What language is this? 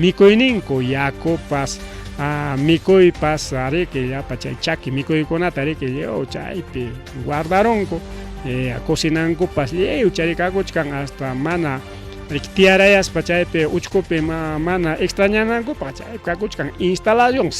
Ayacucho Quechua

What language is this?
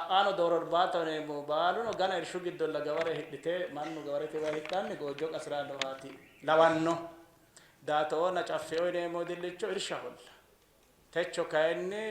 Sidamo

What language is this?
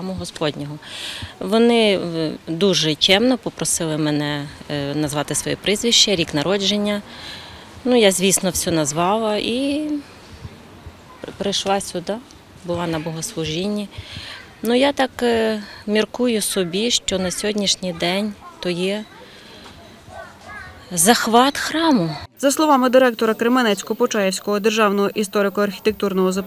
Ukrainian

